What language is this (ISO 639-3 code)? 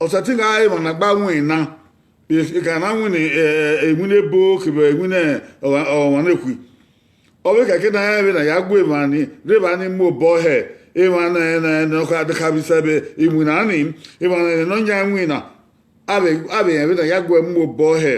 bin